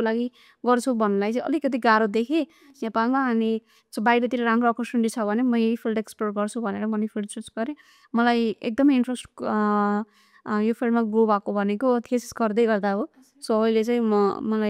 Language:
Nepali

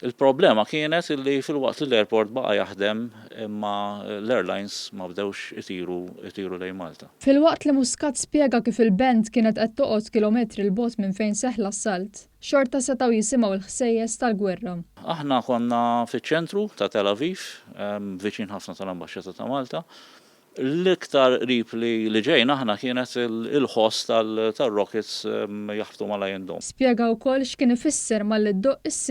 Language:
Maltese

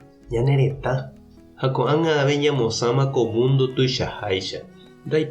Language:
Guarani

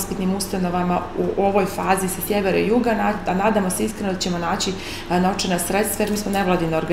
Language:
Bosnian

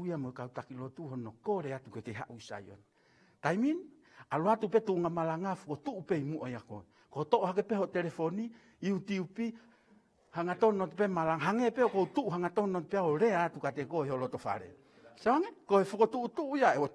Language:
Tongan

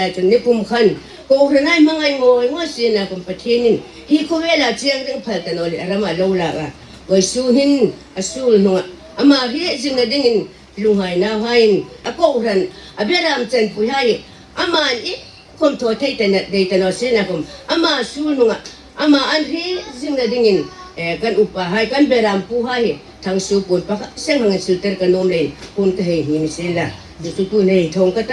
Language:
Hmar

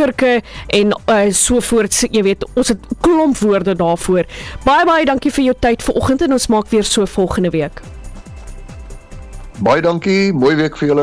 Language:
Afrikaans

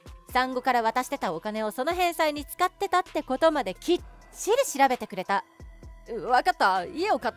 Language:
Japanese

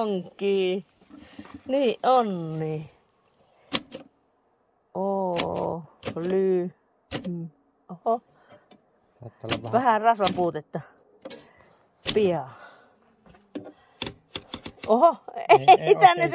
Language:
Finnish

